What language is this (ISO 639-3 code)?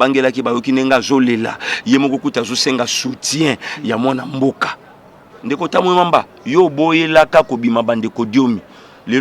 lin